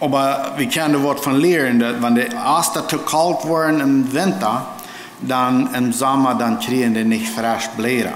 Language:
Plautdietsch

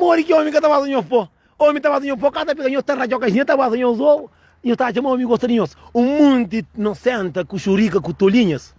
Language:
Kabuverdianu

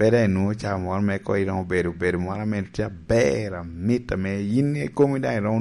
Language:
Lango (Uganda)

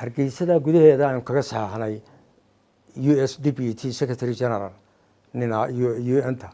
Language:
Somali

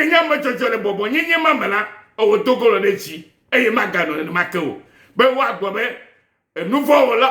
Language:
Ewe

